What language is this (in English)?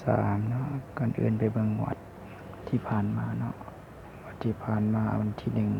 Lao